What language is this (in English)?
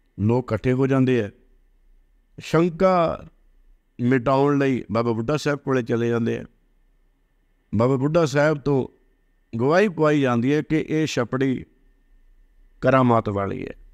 Punjabi